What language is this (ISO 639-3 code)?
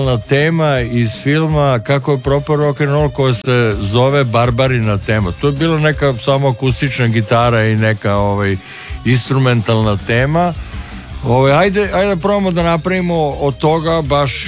srp